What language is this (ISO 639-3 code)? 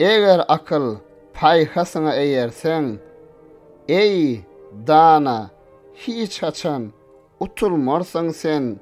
tuk